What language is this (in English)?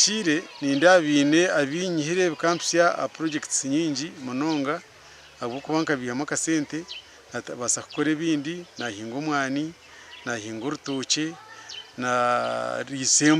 Nyankole